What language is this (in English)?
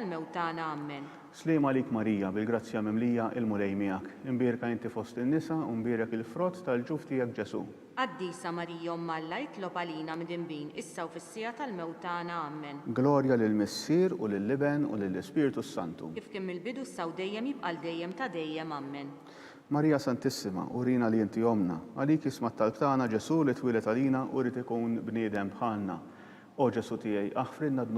Maltese